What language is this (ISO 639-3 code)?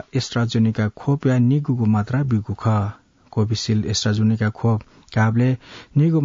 new